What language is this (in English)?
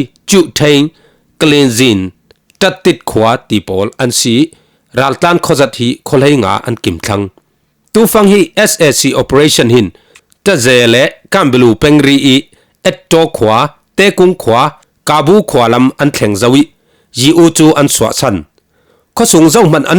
Falam Chin